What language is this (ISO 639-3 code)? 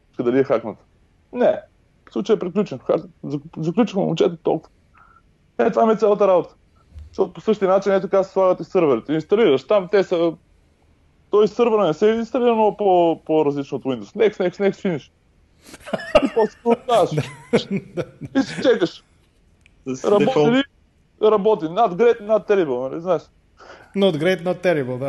bul